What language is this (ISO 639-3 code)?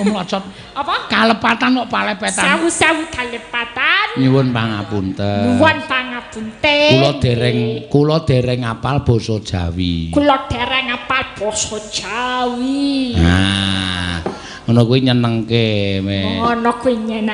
jav